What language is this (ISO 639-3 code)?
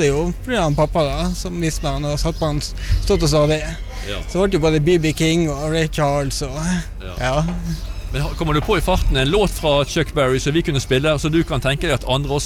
nor